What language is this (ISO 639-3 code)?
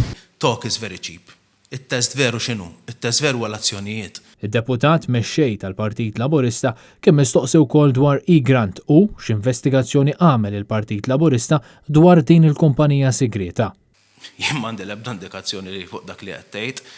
mlt